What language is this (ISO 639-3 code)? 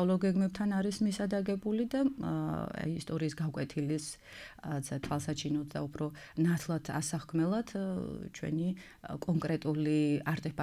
kat